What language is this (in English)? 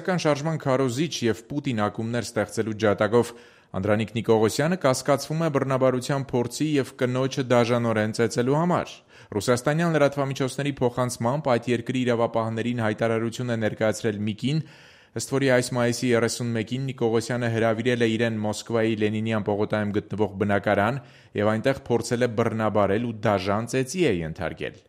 Armenian